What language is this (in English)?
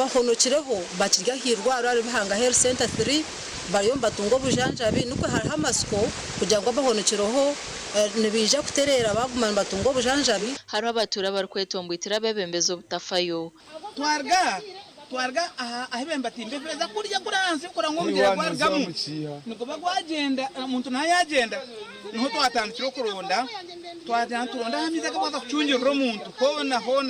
Nyankole